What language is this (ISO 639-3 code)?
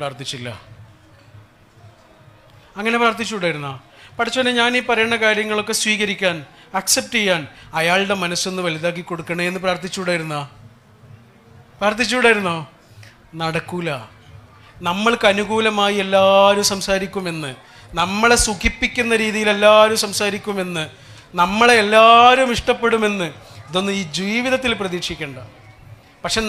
mal